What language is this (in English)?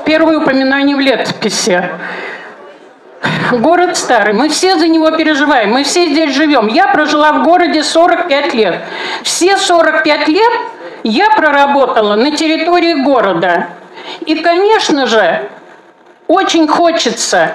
Russian